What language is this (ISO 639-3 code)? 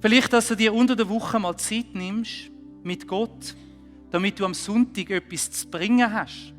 gsw